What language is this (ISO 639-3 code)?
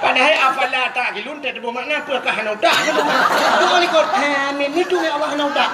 ace